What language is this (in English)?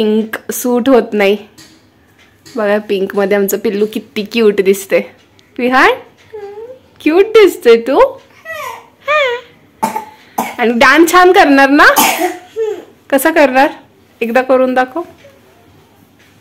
Marathi